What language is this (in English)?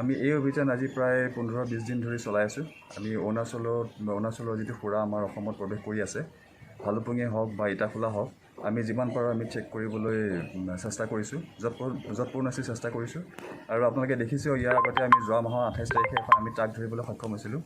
Assamese